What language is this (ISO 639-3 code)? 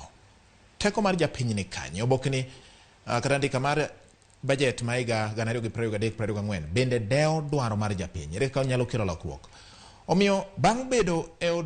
luo